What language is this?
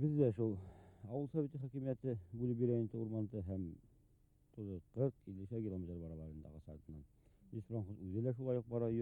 Bashkir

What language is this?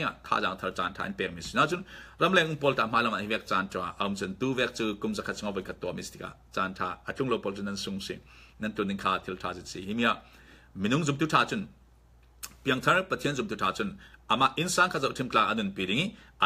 Falam Chin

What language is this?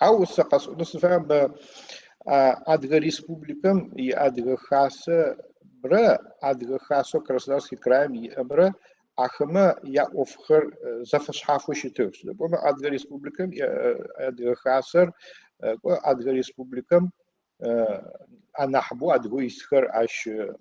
Adyghe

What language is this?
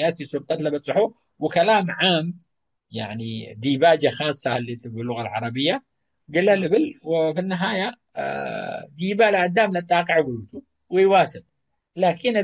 Tigre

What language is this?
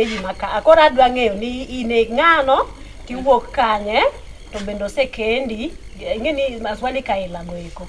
Luo (Kenya and Tanzania)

